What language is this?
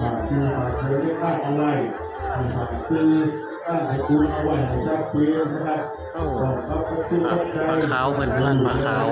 Northeastern Thai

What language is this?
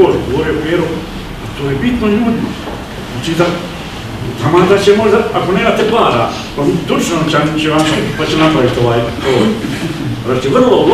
Croatian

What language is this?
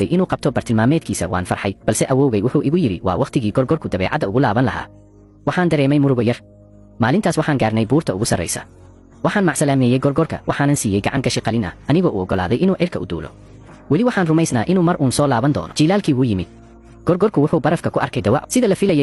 Somali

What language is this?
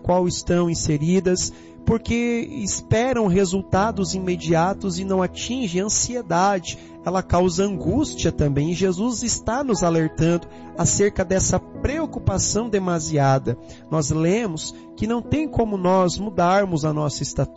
Portuguese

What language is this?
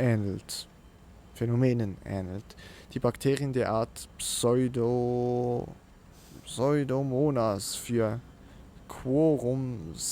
Swiss German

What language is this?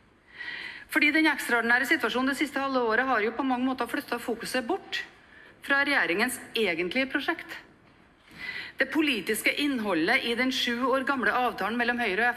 Norwegian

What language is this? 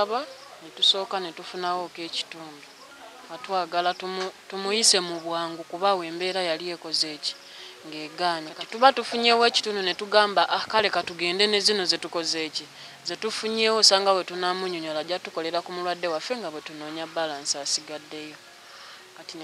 Ganda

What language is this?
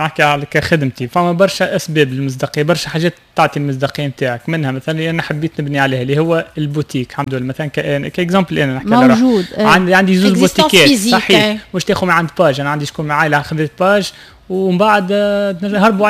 Tunisian Arabic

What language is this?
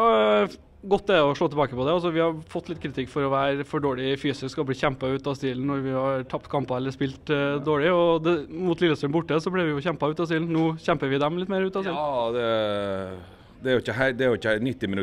Norwegian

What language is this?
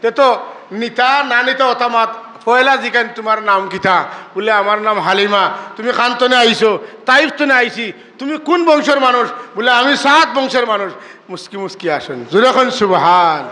Sylheti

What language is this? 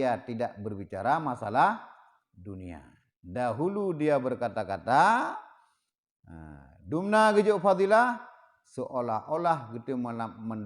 Achinese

